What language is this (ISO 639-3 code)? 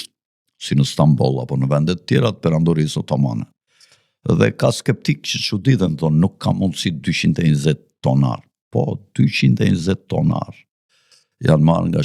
sqi